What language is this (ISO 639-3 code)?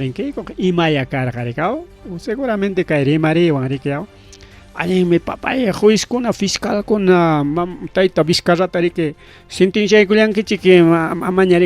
quy